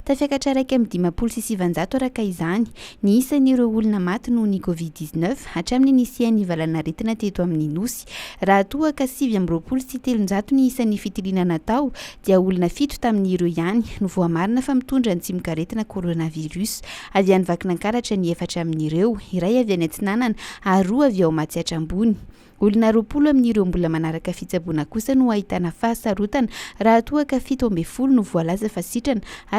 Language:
Malagasy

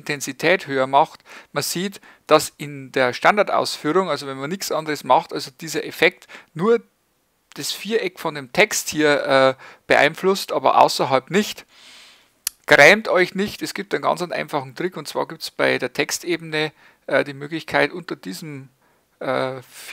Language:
German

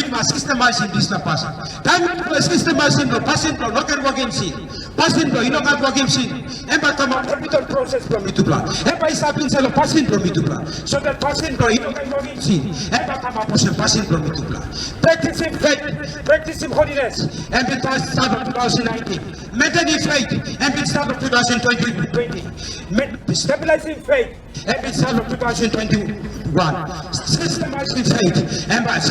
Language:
Tok Pisin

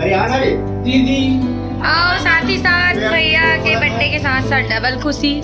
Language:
Chhattisgarhi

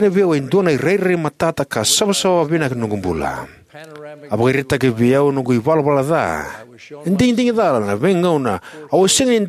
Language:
Fijian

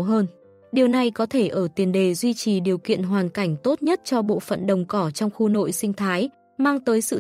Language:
Vietnamese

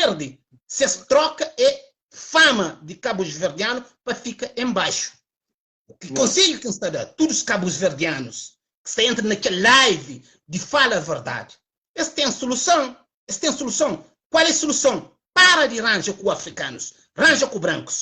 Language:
Kabuverdianu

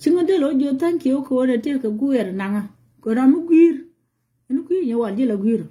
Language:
Nuer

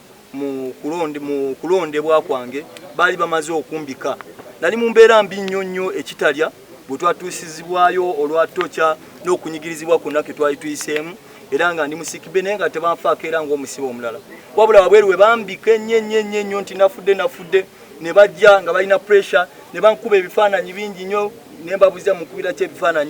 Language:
Ganda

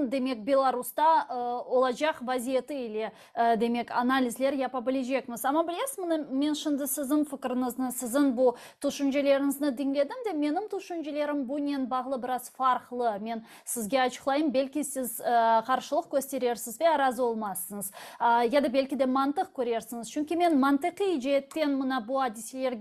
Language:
Crimean Tatar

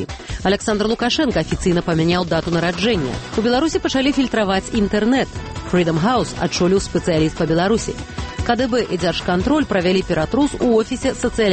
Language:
Belarusian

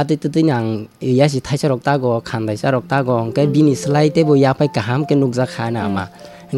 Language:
Kok Borok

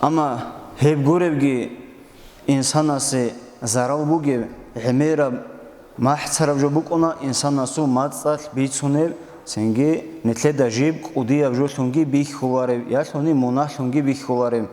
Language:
Avaric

